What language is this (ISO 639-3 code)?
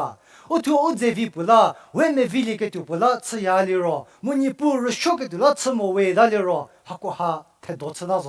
njm